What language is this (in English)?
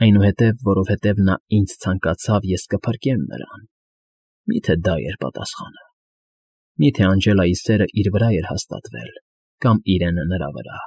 Armenian